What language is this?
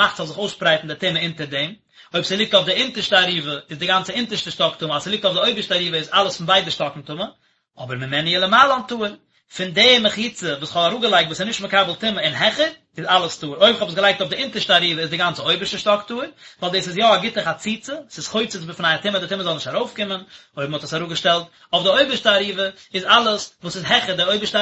Yiddish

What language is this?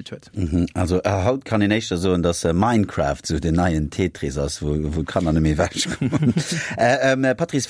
Luxembourgish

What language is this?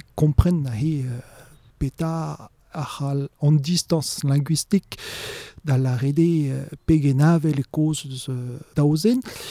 Breton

